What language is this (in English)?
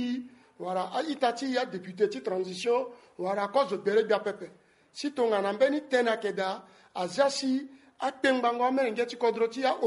Sango